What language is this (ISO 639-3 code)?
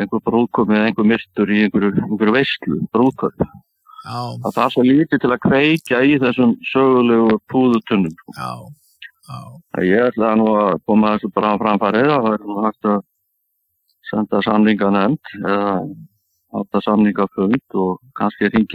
isl